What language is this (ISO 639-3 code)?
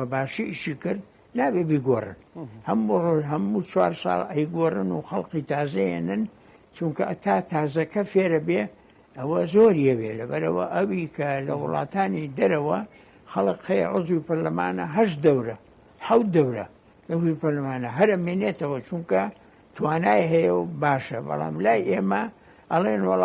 ckb